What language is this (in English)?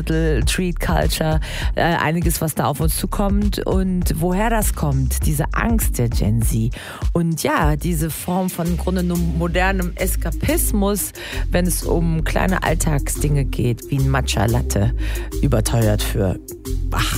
German